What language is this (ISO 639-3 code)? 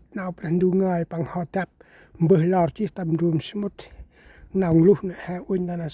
cmo